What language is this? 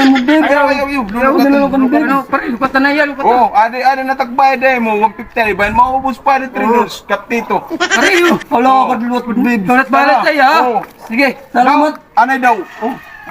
Waray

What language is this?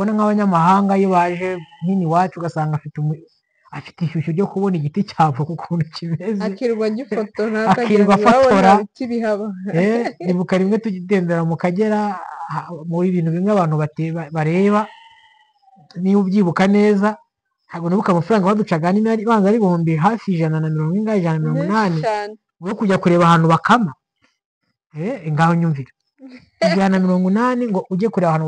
Kinyarwanda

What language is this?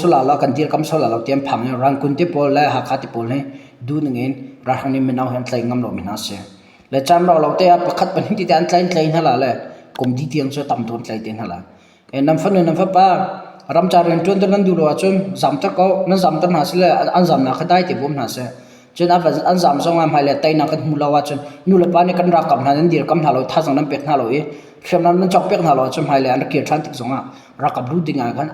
Hakha Chin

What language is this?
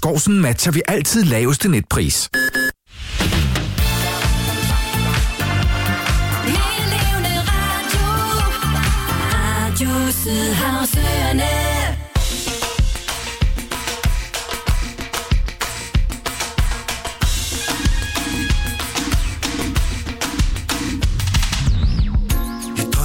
Danish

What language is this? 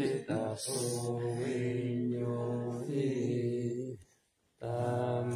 Pali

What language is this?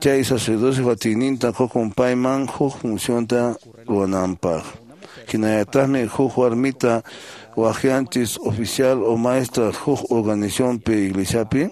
Quechua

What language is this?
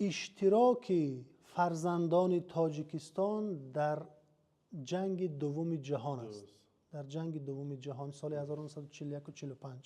Tajik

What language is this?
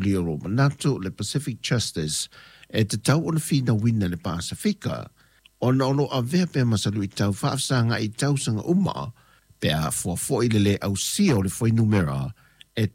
Samoan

